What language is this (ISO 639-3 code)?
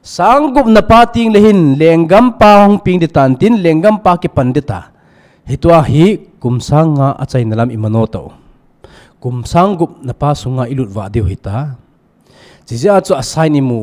tcz